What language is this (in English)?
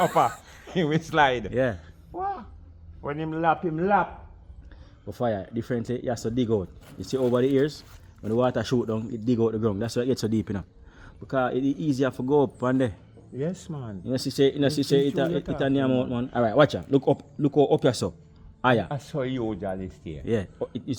Jamaican Creole English